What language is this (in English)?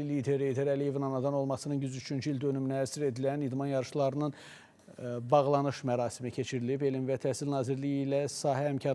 Azerbaijani